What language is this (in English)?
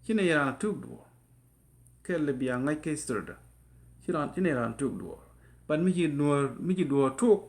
Nuer